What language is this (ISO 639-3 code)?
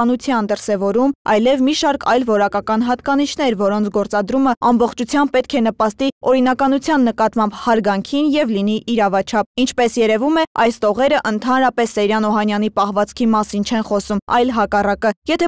hye